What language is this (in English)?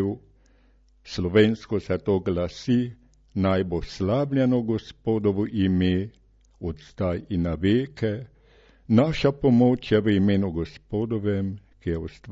Slovenian